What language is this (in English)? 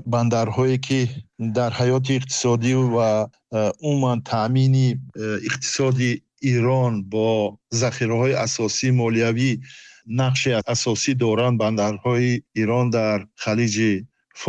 Tajik